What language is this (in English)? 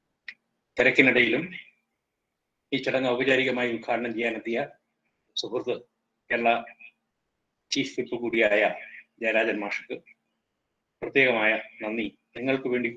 Malayalam